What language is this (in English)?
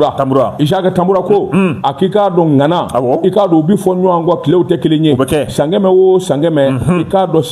Bambara